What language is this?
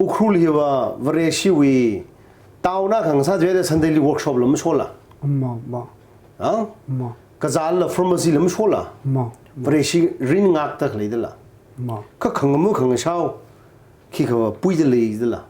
Tangkhul Naga (India)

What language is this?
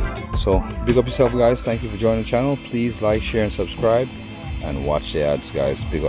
Jamaican Creole English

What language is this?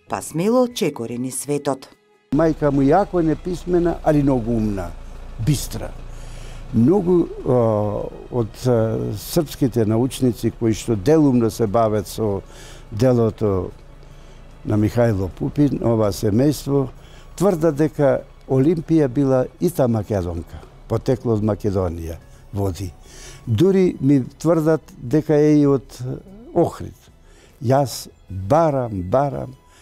Macedonian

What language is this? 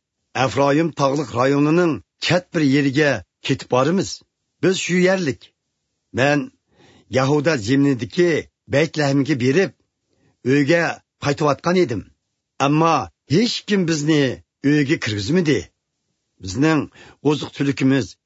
Uyghur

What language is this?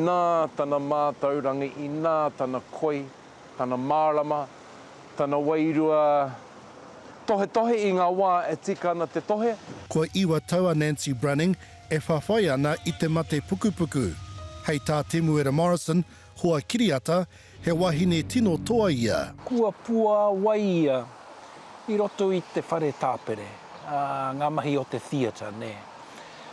Māori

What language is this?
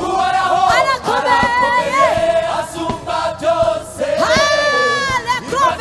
Kinyarwanda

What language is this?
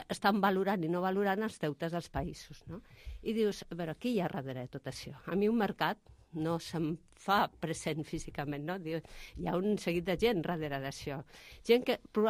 Catalan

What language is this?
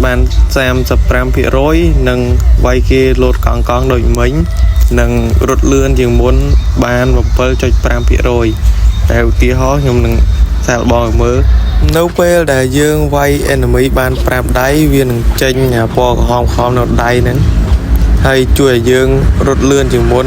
Khmer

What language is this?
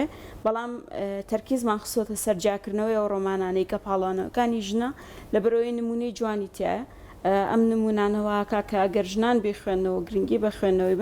Central Kurdish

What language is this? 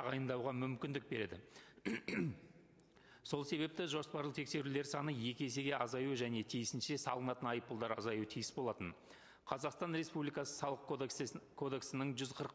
Kazakh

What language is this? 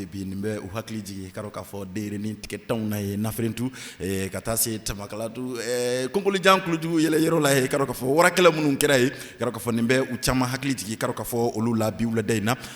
Bambara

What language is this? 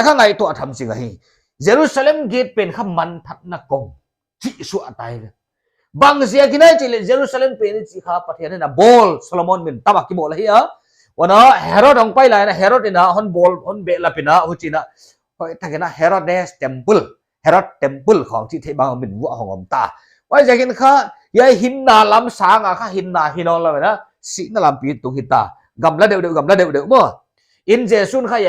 Paite Chin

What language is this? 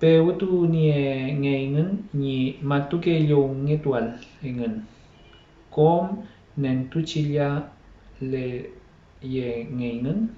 Mapuche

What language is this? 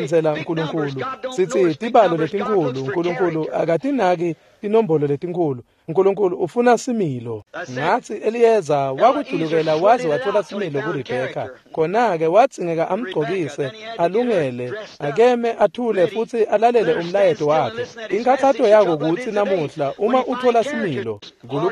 Swati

